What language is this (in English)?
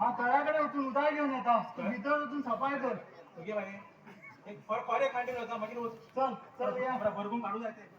Konkani